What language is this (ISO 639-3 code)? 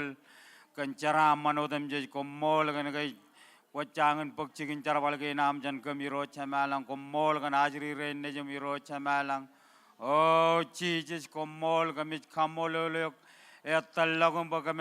mah